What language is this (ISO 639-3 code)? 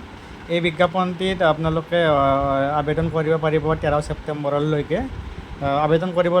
asm